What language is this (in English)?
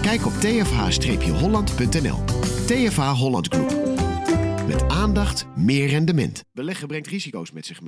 Dutch